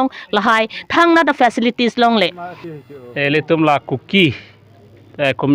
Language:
Karbi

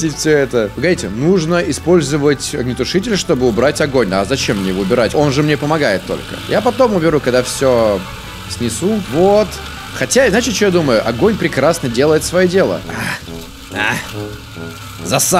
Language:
Russian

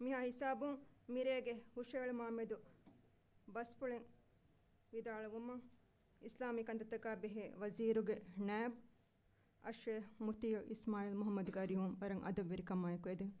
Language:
Divehi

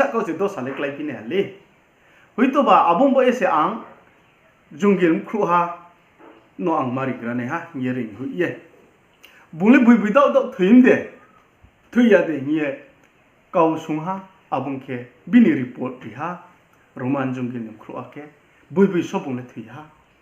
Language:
Riang (India)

